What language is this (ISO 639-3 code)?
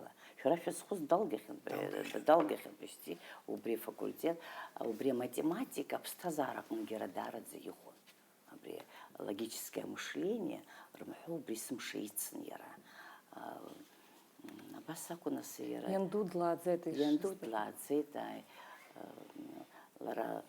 abk